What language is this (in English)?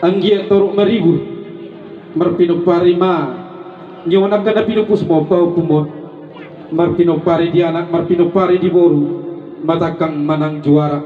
Batak Toba